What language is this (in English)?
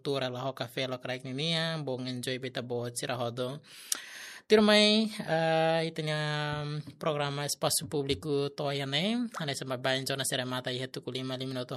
Tetum